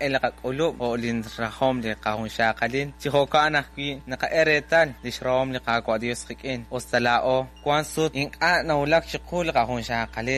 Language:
Kekchí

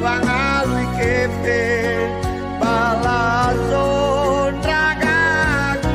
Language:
Nias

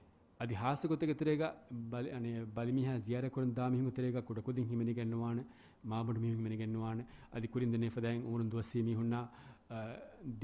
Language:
Divehi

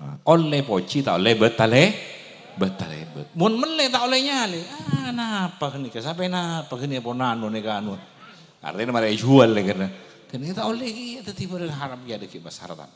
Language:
Madurese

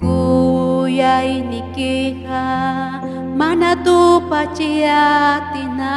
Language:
Ayacucho Quechua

